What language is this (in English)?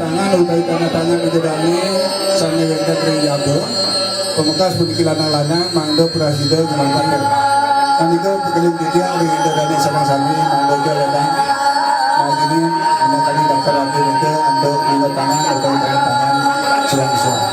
Balinese